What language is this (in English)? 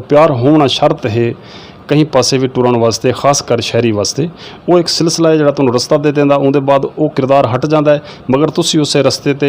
Saraiki